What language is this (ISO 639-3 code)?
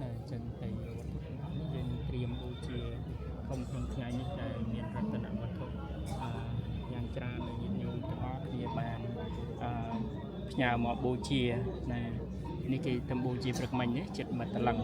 khm